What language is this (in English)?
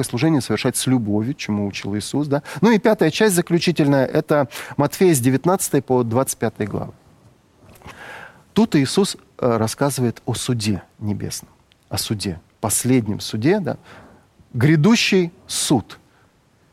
Russian